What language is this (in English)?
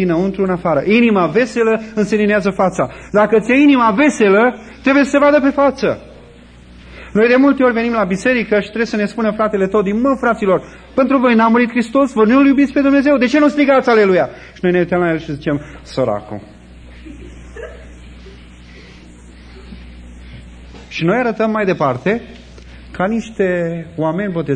Romanian